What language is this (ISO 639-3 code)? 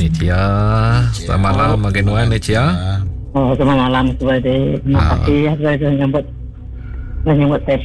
iba